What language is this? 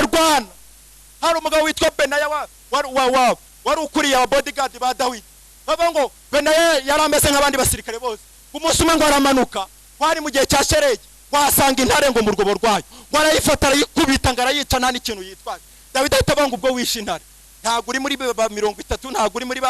Kinyarwanda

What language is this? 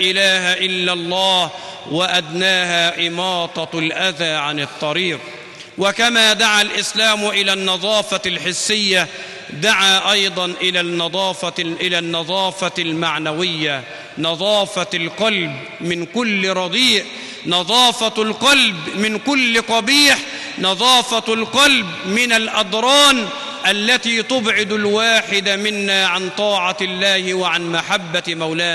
Arabic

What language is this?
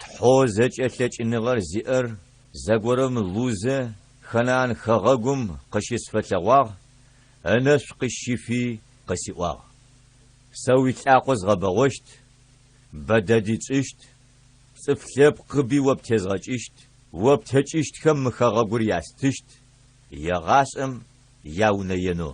Adyghe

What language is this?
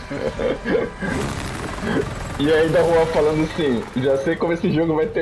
Portuguese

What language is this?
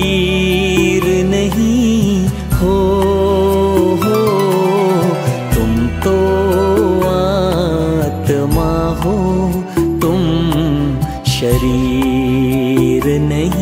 Kannada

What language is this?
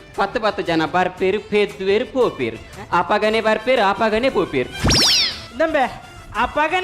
Tulu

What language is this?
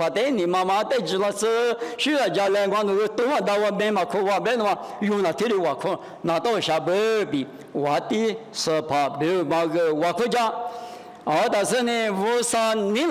Lisu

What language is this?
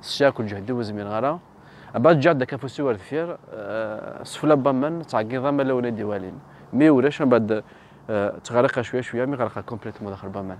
Kabyle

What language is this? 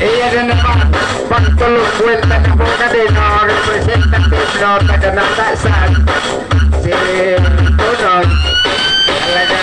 Bikol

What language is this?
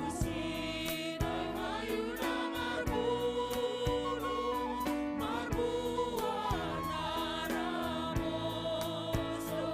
Batak Simalungun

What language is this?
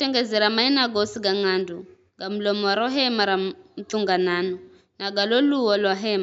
Giryama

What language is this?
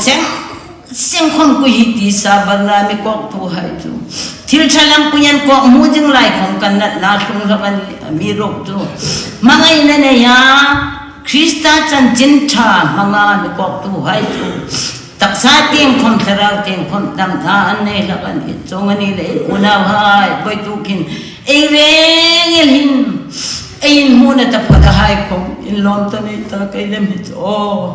Hmar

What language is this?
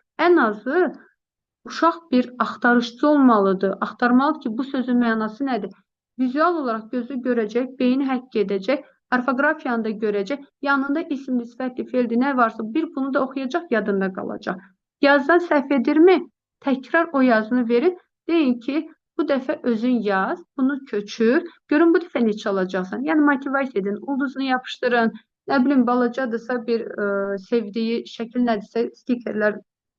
Azerbaijani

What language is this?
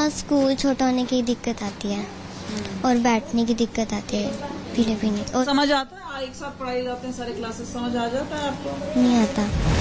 Hindi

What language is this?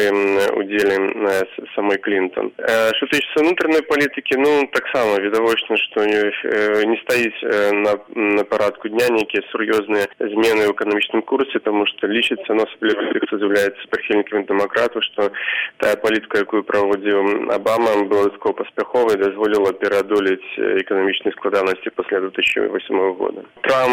Belarusian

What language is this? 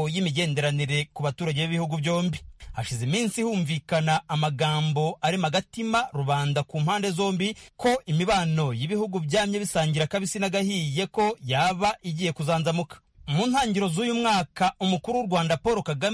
Kinyarwanda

